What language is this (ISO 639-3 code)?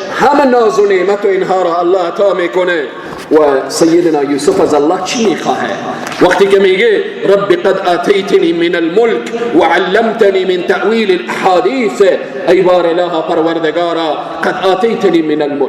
fas